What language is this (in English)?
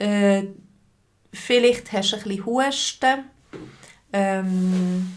Swiss German